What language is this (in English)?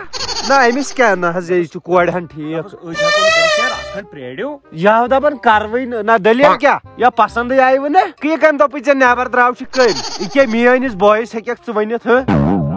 Kashmiri